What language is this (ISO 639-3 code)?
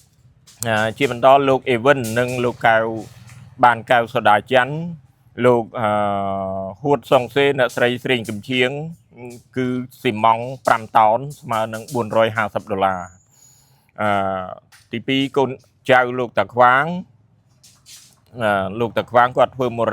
khm